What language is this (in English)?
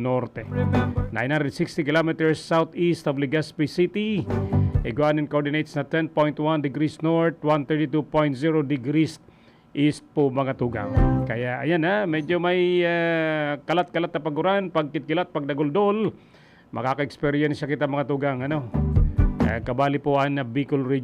Bikol